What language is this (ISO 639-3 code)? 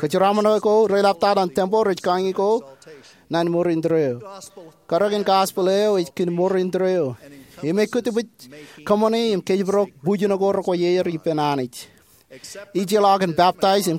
mah